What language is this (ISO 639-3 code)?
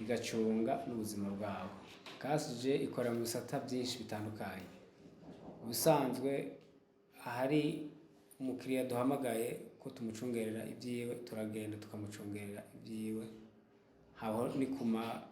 run